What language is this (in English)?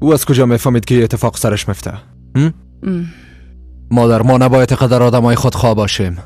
Persian